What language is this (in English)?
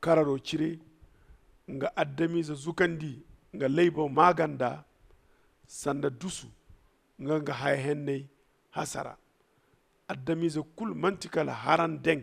Zarma